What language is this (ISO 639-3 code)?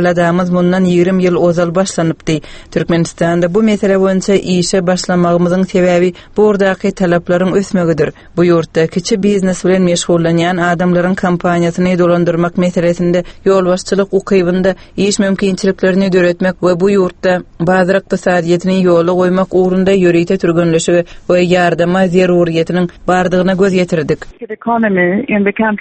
tuk